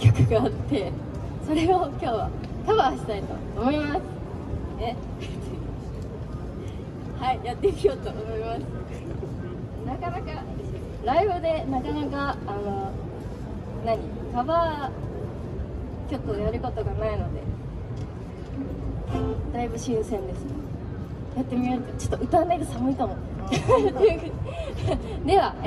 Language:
Japanese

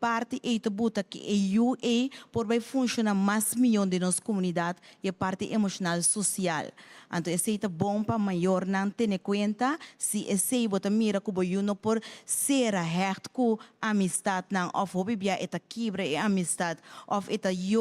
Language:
Papiamento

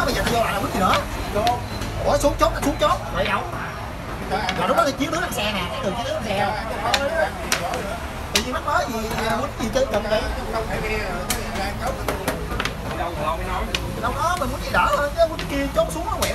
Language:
Vietnamese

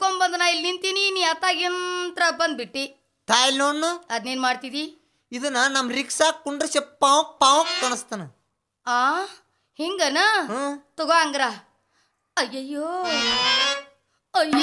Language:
Kannada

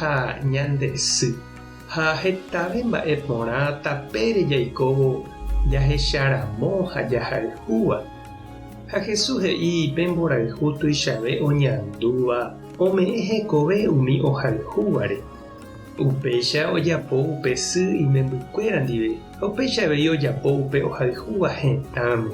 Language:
Guarani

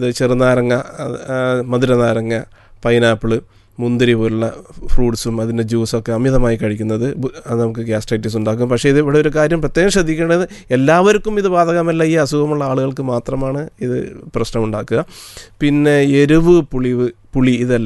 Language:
Malayalam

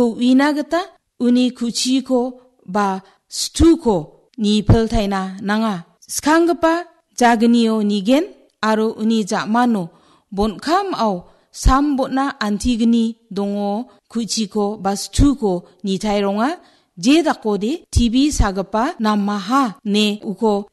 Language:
Garo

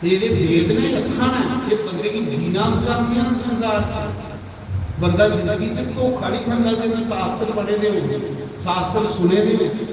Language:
Dogri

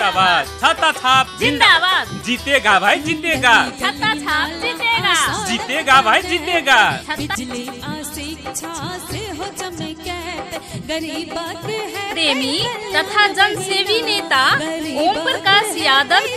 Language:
Maithili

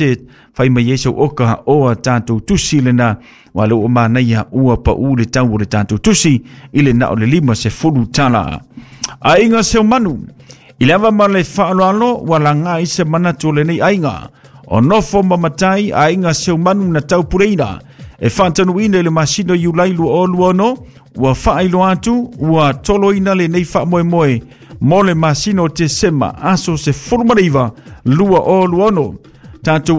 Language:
Samoan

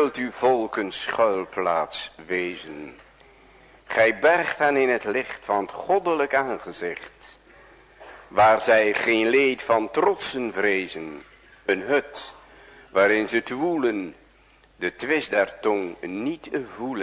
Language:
Dutch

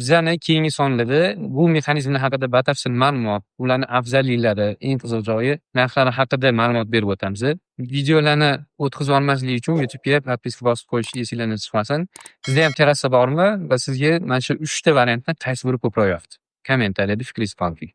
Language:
Uzbek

